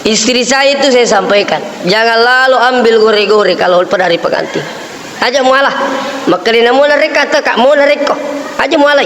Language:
Buginese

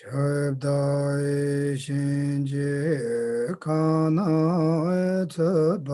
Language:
Tibetan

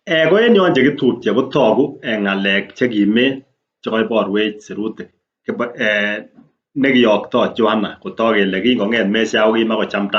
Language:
Kalenjin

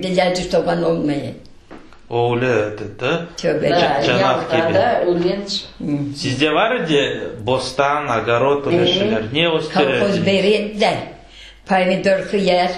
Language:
Crimean Tatar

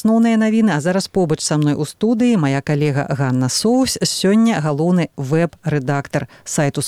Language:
Belarusian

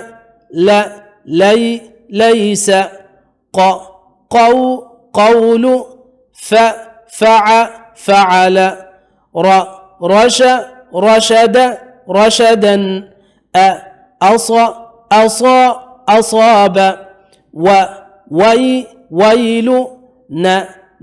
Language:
Divehi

